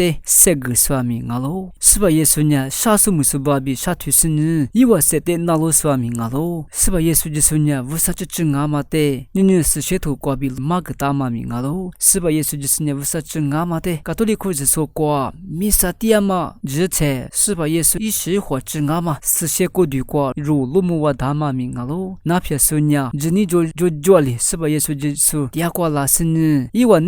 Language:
Lisu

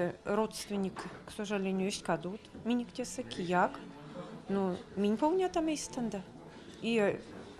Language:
Erzya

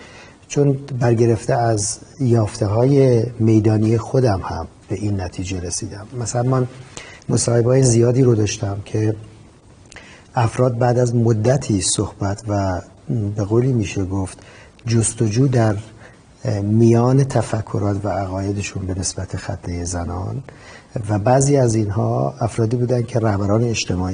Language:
Persian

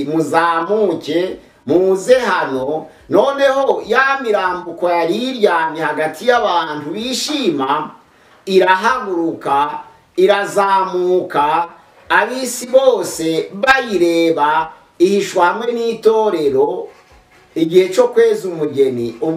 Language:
Kinyarwanda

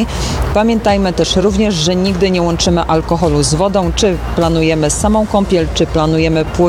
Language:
Polish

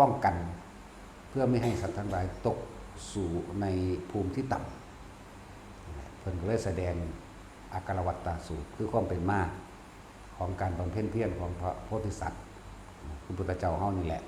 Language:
Northeastern Thai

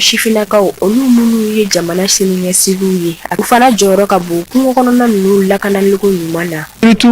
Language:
Bambara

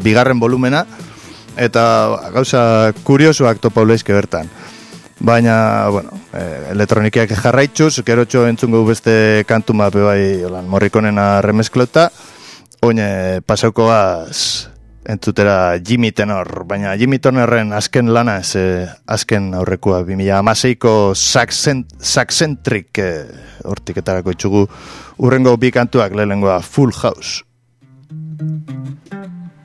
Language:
Basque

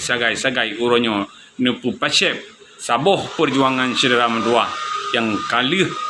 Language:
Achinese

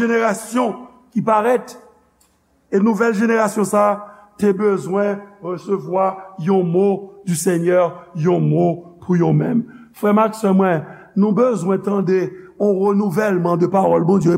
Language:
Haitian Creole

